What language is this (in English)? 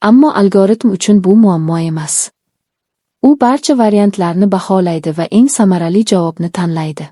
Uzbek